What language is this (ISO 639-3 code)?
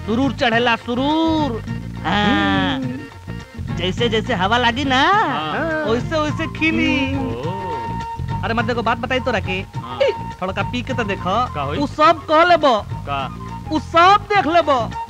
bho